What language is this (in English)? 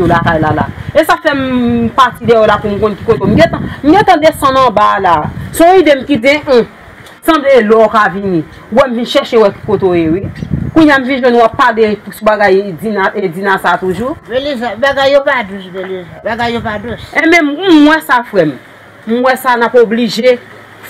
Haitian Creole